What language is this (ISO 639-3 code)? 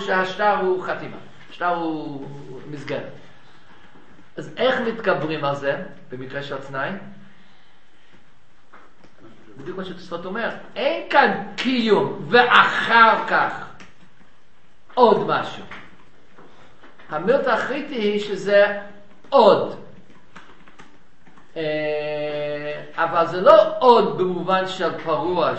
heb